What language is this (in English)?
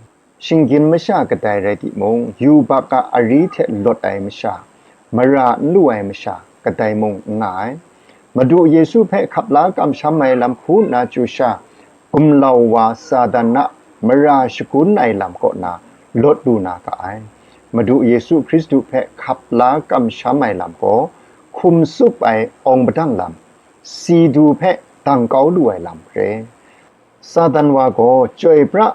Kachin